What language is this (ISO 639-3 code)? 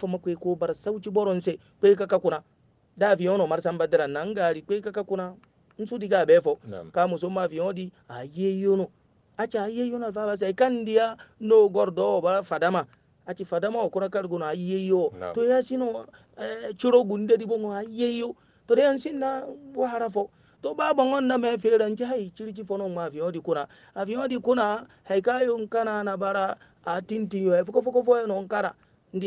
hau